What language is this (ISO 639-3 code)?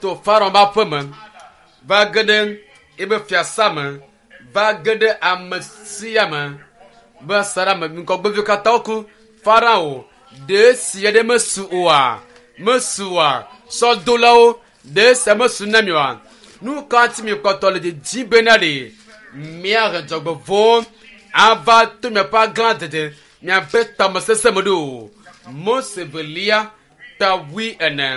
ewe